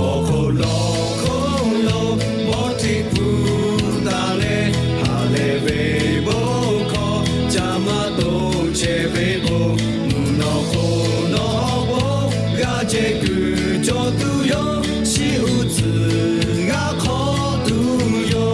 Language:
Lahu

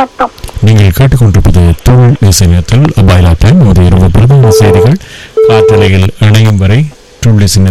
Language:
Tamil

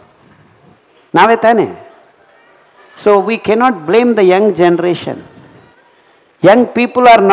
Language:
Kannada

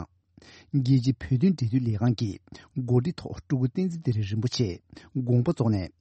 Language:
Tibetan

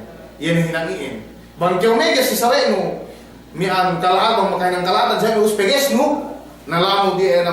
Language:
Yakan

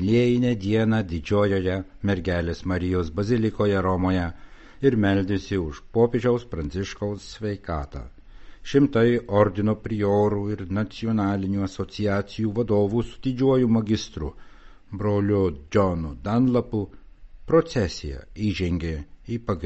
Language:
Lithuanian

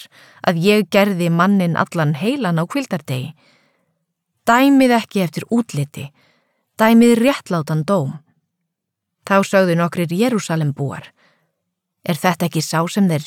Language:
Icelandic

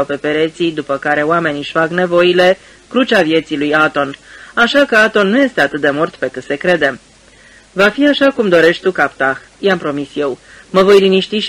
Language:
Romanian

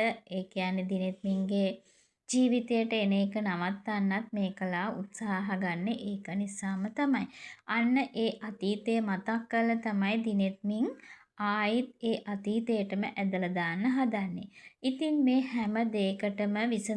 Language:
Sinhala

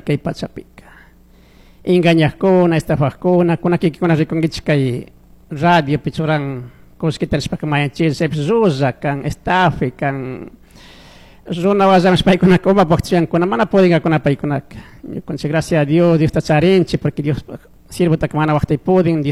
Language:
Chimborazo Highland Quichua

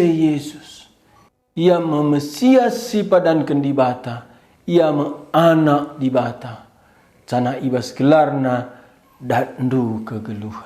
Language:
Batak Karo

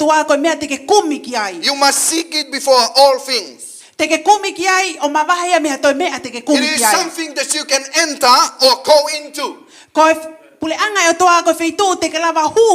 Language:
Tongan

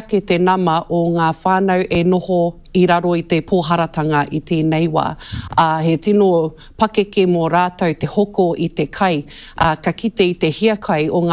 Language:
Māori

